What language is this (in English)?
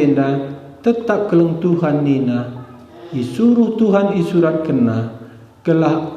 Batak Karo